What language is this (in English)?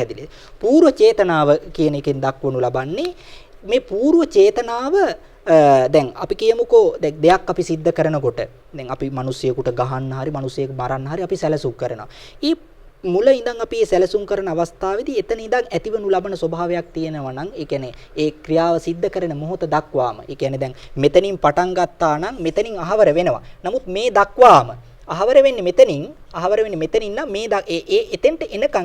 Sinhala